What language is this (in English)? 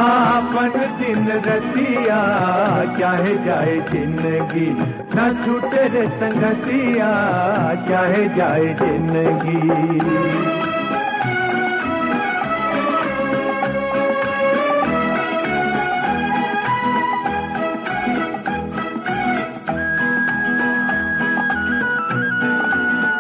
Bhojpuri